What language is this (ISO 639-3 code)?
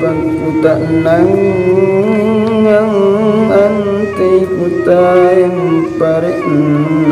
mak